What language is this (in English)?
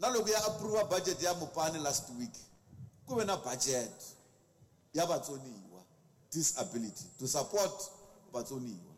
Tsonga